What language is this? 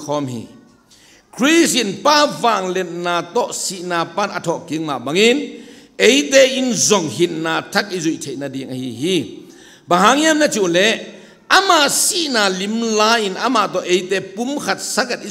Tedim Chin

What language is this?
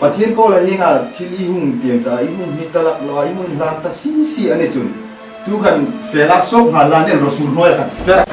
Hmar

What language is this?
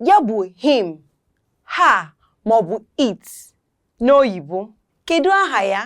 Igbo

